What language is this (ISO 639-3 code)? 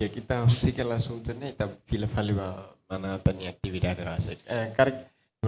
tet